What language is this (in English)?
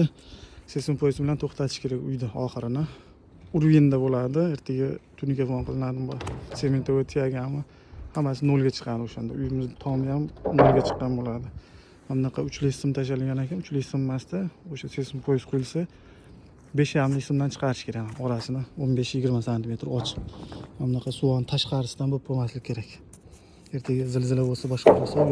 Uzbek